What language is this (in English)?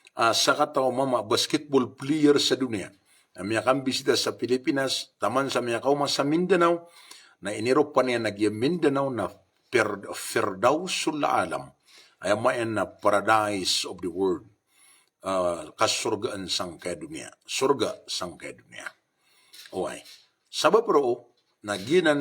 Maranao